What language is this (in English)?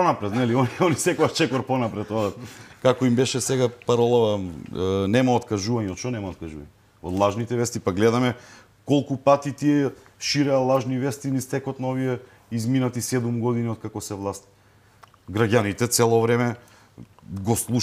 Macedonian